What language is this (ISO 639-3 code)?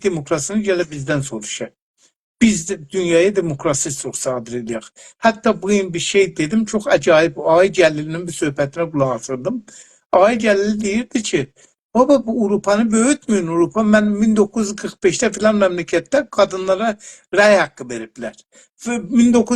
azb